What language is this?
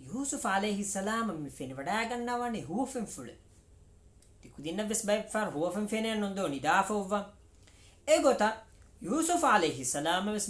Divehi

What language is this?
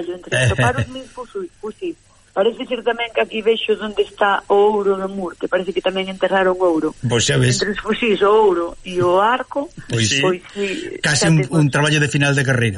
Galician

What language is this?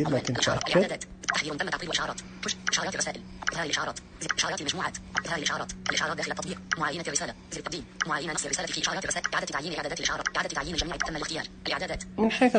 Najdi Arabic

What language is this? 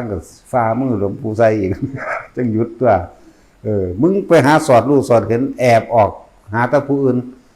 Northeastern Thai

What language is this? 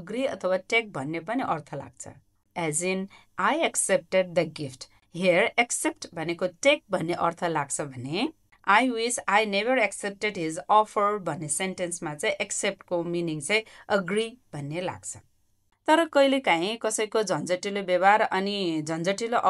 Nepali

